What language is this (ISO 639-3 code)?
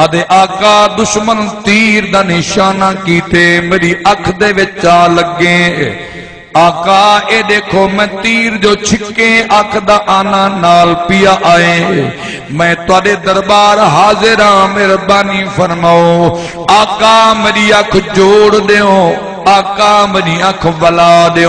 skr